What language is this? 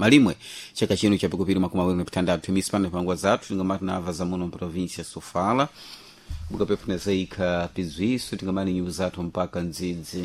Sena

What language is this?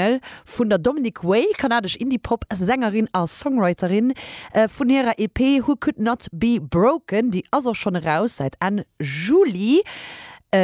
Luxembourgish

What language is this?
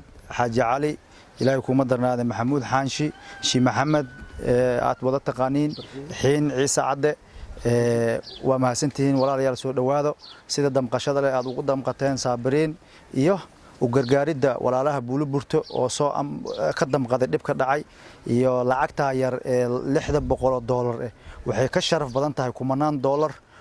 Somali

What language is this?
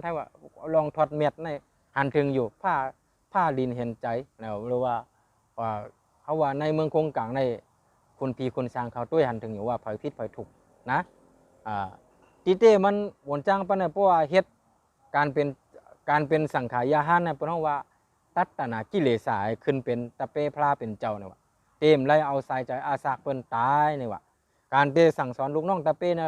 Shan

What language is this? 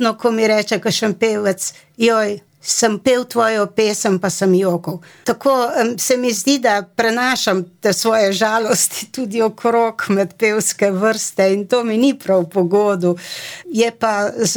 Slovenian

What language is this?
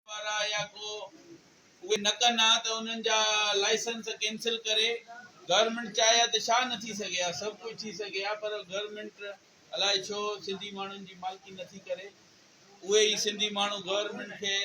Sindhi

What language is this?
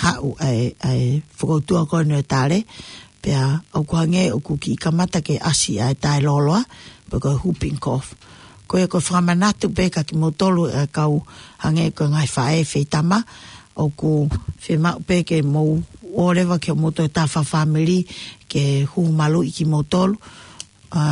Tongan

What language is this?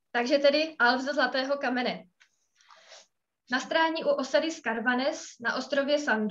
Czech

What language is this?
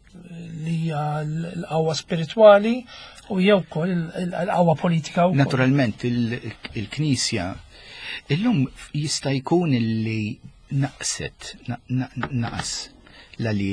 Maltese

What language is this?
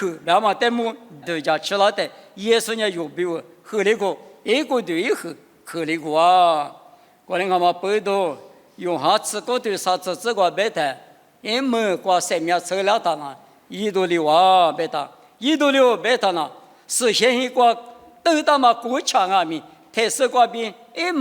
Lisu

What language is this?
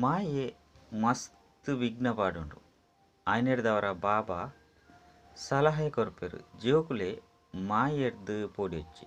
Tulu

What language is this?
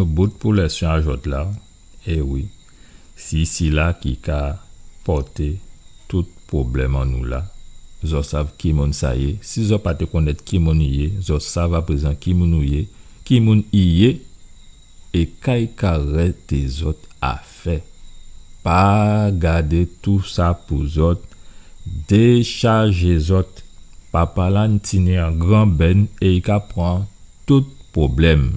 Guadeloupean Creole French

